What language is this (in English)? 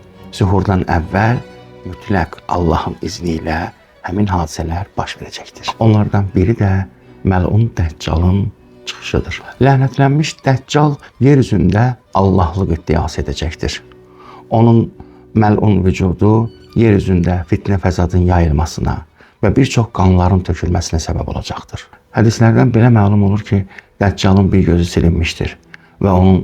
Azerbaijani